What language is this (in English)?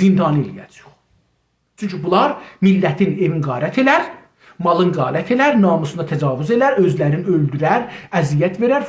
South Azerbaijani